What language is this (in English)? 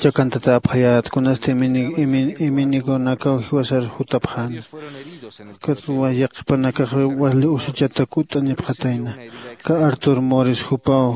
Aymara